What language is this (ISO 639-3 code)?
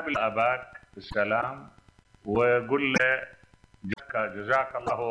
acm